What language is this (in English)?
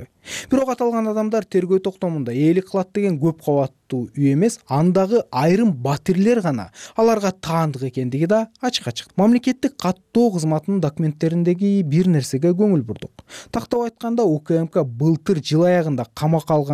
Kyrgyz